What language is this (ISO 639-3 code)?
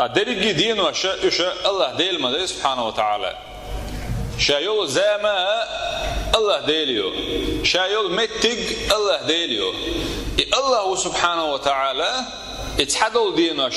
che